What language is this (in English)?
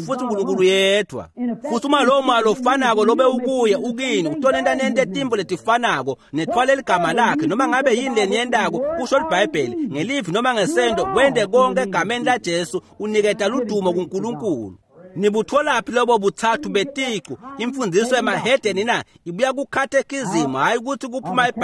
Swati